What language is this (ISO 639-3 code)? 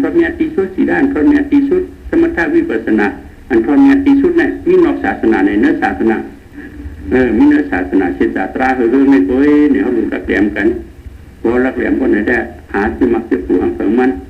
shn